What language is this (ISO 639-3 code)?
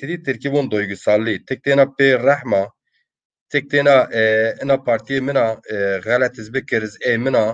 zza